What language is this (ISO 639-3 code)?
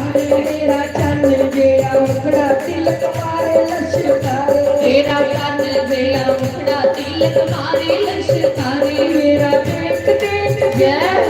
doi